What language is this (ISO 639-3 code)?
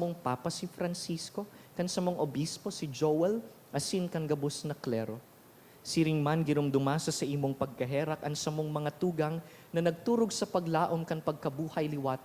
bik